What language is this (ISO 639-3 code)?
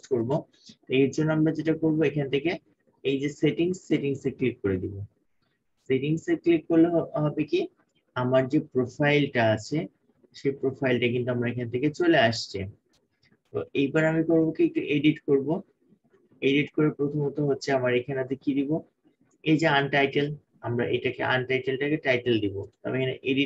ben